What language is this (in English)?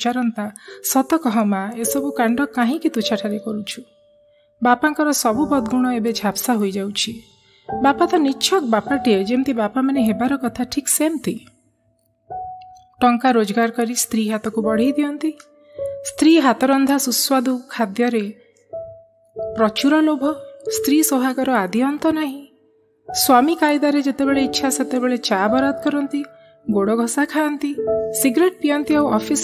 Odia